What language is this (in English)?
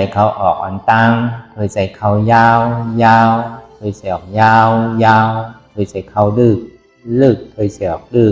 Shan